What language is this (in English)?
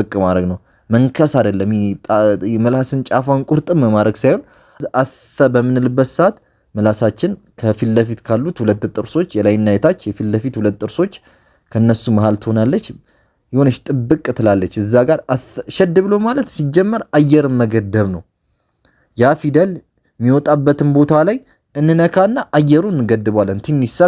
Amharic